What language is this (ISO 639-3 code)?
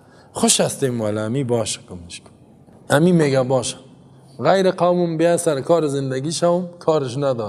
fas